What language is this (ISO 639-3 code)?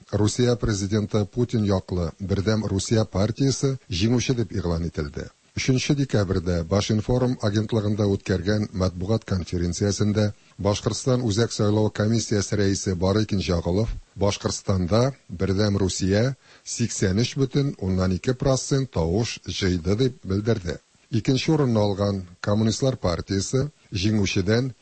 tat